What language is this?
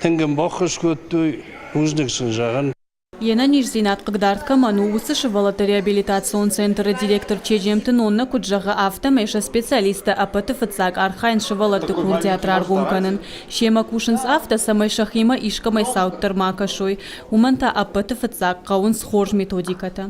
Ossetic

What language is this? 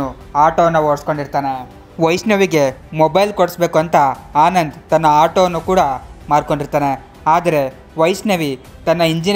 Kannada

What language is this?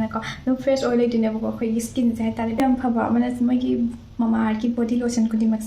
Manipuri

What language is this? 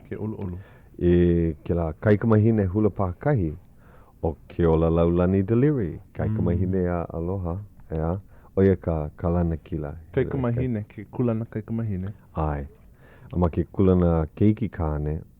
Hawaiian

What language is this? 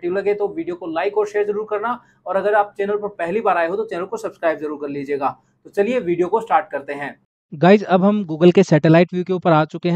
Hindi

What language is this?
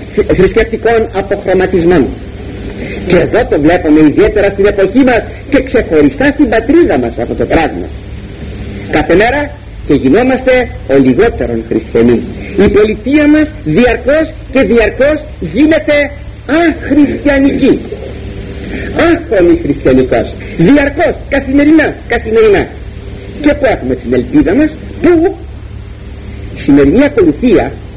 Greek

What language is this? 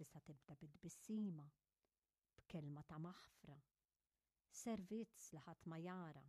Maltese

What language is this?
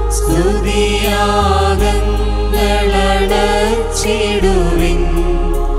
Malayalam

